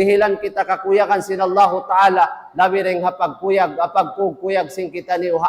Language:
Tausug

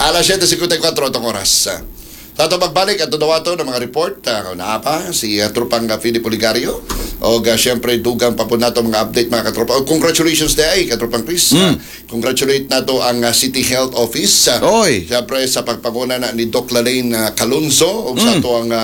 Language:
Cebuano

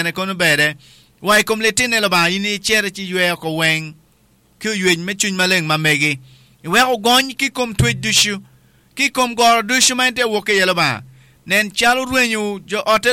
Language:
Acoli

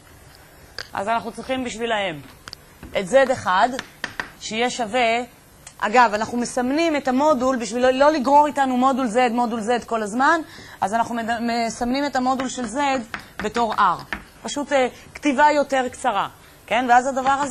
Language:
Hebrew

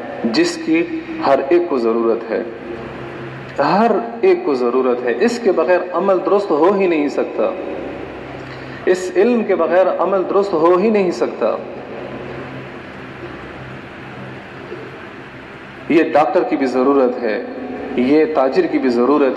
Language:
Urdu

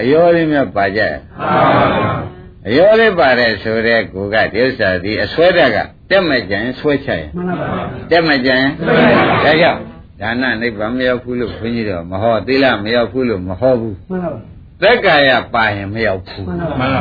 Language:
Burmese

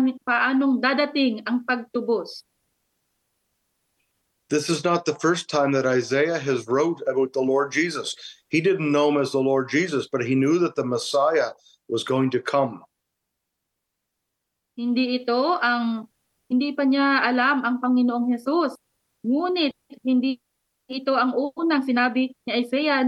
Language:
Filipino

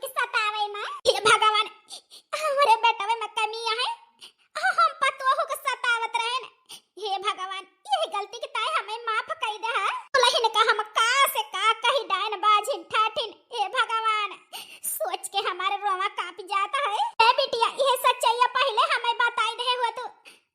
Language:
Awadhi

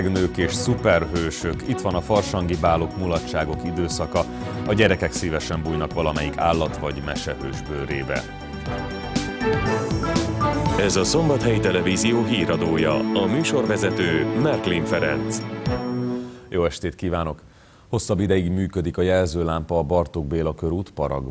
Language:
Hungarian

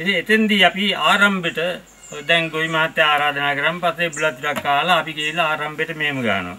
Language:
Sinhala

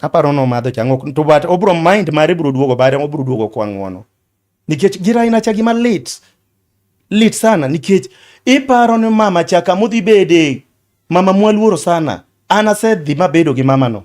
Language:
Luo (Kenya and Tanzania)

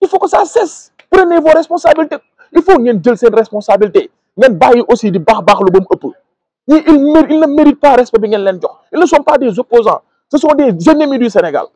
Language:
Wolof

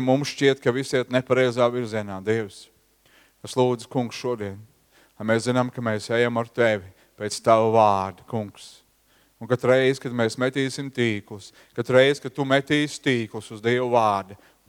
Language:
Latvian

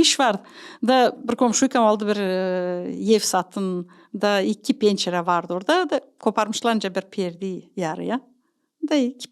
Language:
Gagauz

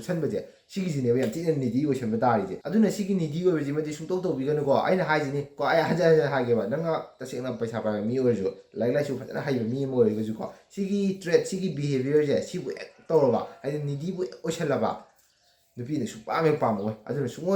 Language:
Manipuri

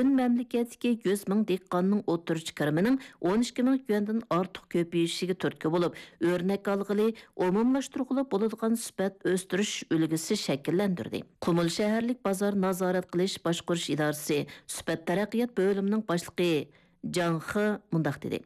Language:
Uyghur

